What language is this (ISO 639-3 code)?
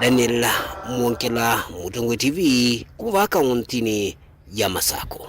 kam